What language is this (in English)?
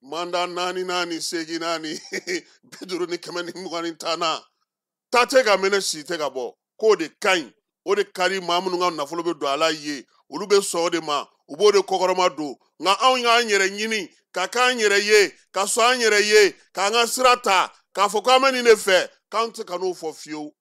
Bambara